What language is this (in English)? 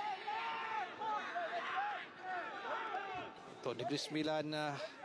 Malay